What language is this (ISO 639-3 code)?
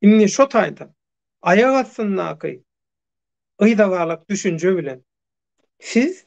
tuk